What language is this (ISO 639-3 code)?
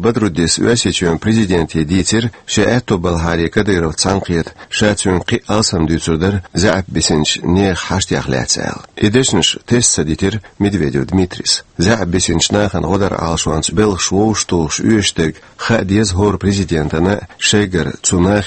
che